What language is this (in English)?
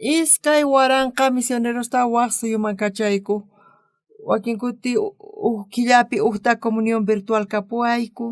South Bolivian Quechua